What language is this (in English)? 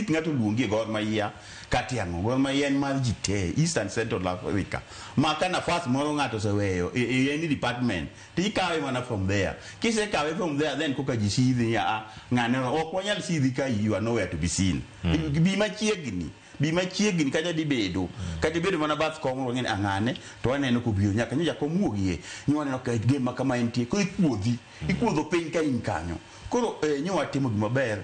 Luo (Kenya and Tanzania)